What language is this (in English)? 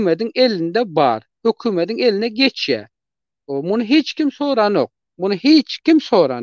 Turkmen